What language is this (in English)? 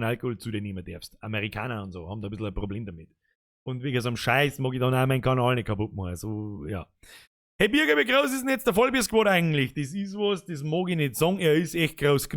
Bavarian